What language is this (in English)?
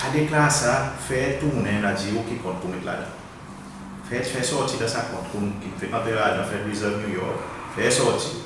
Seselwa Creole French